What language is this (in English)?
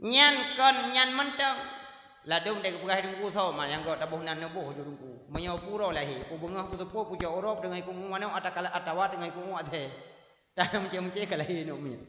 Achinese